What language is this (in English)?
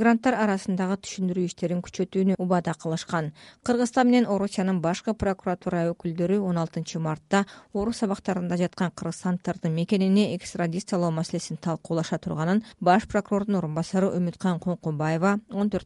Kyrgyz